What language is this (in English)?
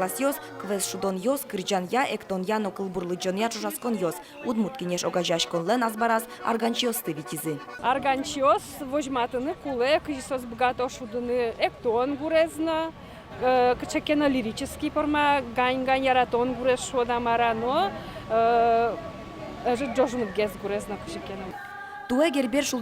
Udmurt